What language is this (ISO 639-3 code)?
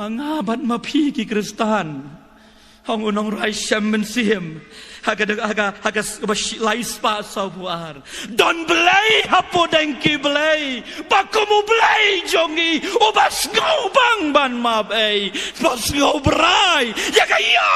kha